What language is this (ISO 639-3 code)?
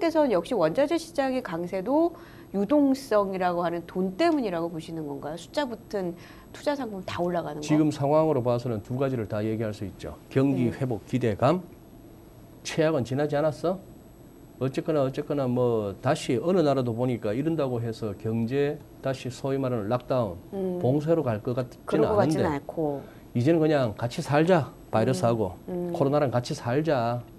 kor